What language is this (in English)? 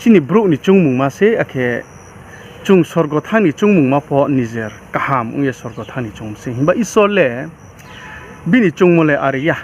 Riang (India)